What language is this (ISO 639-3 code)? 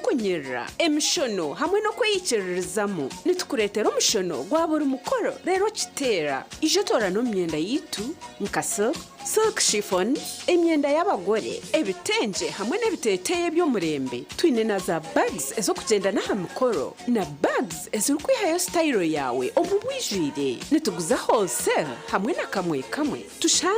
nyn